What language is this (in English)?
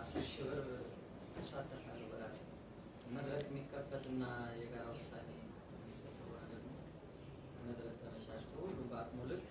Amharic